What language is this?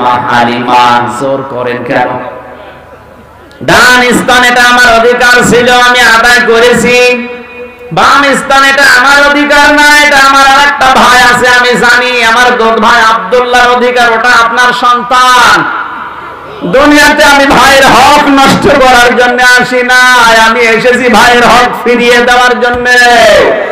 Bangla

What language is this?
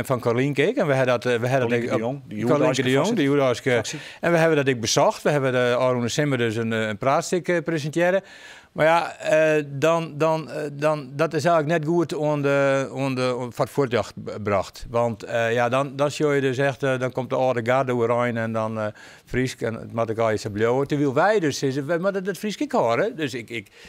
Western Frisian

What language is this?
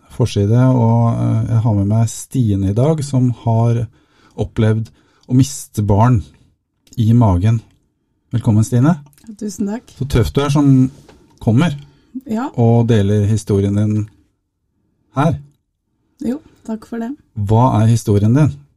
Norwegian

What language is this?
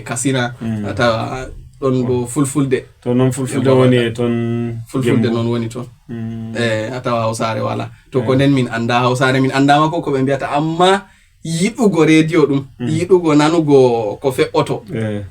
Fula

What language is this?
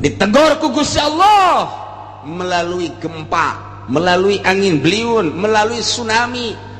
Sundanese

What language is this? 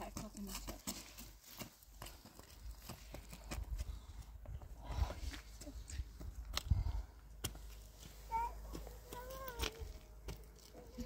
Persian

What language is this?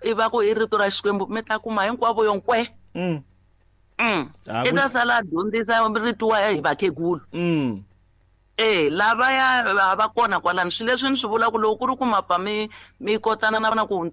Tsonga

